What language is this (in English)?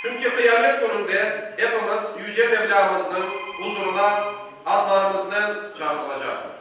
Crimean Tatar